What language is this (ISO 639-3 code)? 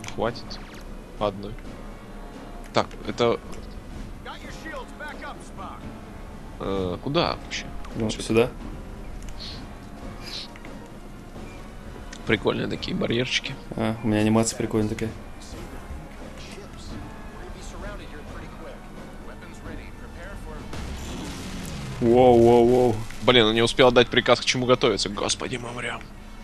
rus